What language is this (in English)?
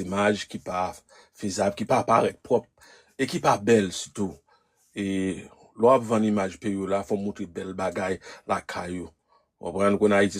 Haitian Creole